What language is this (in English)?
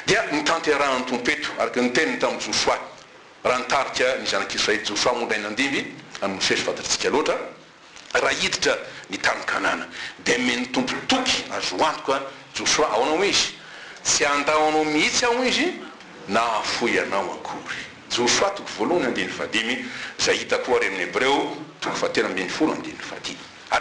Malagasy